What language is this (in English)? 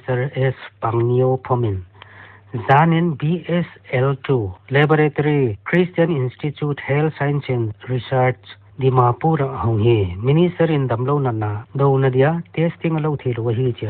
Paite Chin